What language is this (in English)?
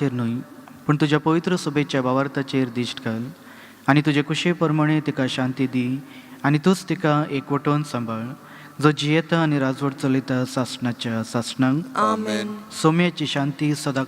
Konkani